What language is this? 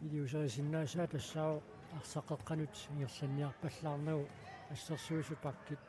Kalaallisut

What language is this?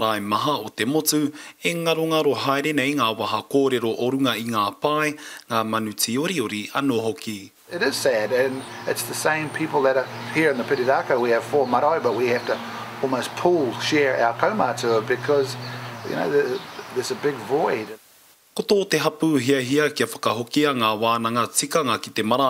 Māori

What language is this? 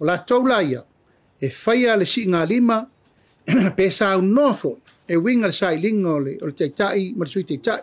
Samoan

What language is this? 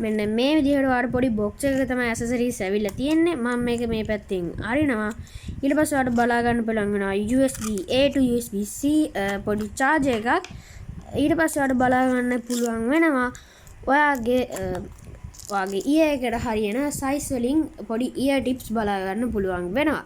Sinhala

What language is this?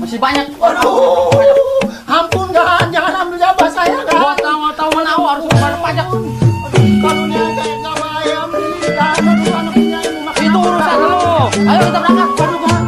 Betawi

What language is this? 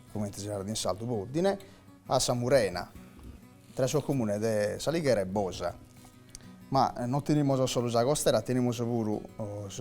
Sardinian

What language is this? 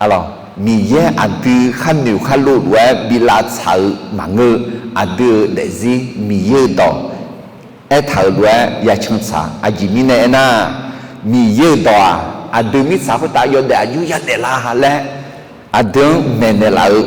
Akha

